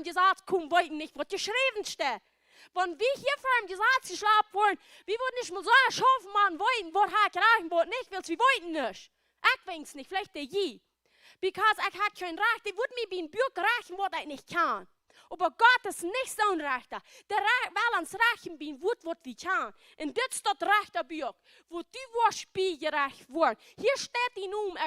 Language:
Plautdietsch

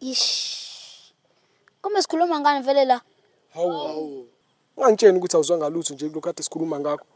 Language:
Zulu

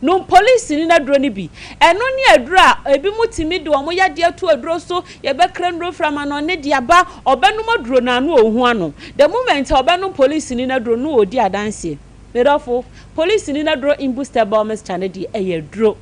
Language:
Akan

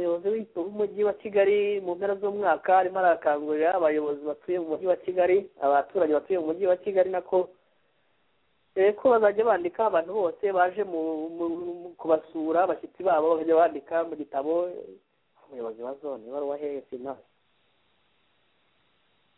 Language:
Kinyarwanda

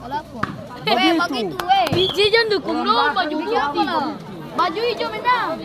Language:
Ambonese Malay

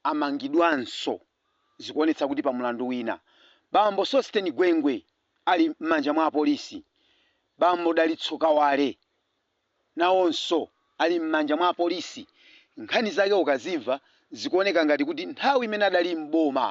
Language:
Nyanja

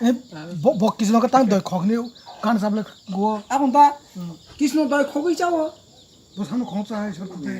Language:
Kok Borok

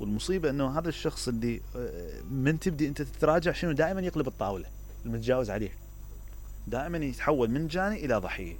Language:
Mesopotamian Arabic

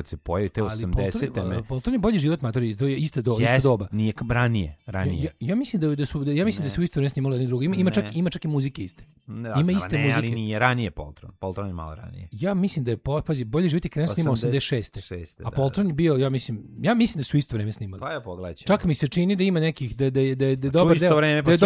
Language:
Serbian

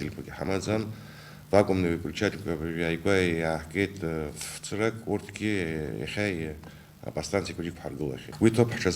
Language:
Abkhazian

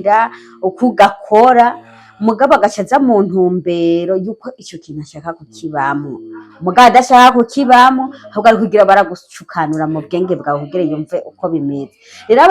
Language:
Rundi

